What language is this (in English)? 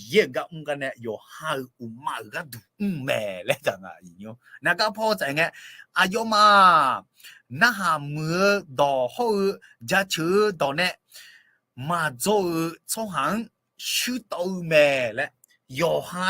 Akha